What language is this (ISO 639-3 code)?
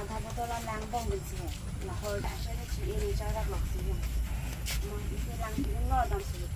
mjw